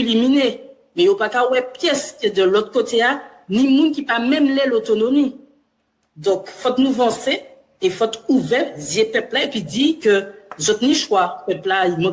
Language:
Guadeloupean Creole French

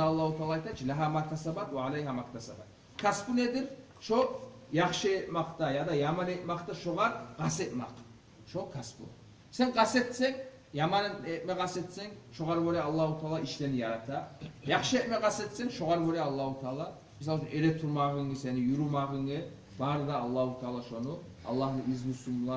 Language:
Kumyk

